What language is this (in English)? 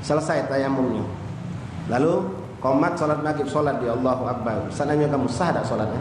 Musi